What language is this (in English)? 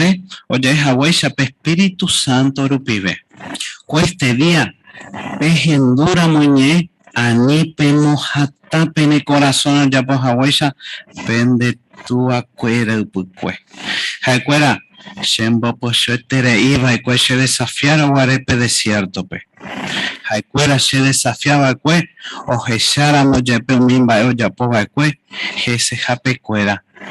Guarani